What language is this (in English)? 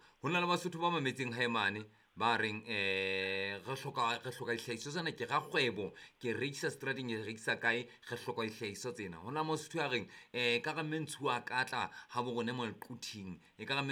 Southern Sotho